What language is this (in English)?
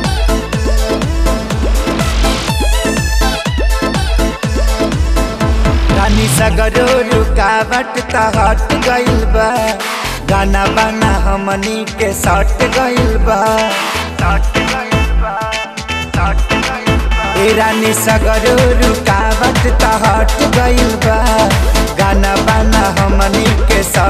Bhojpuri